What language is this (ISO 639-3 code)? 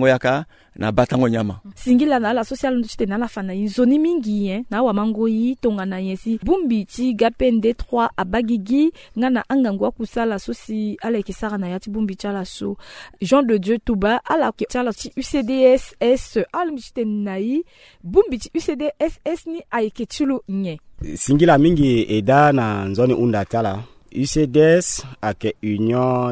sag